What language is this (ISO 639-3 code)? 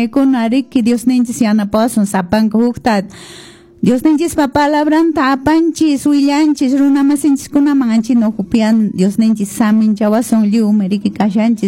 que